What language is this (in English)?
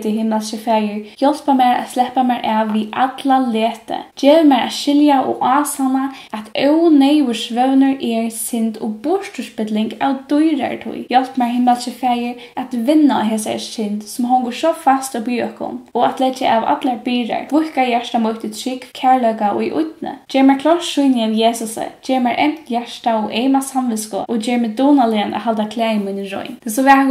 Faroese